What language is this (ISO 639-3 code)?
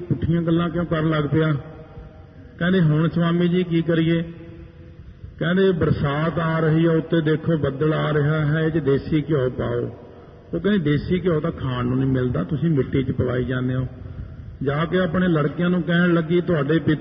pan